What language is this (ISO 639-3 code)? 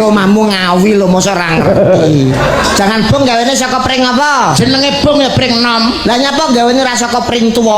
jav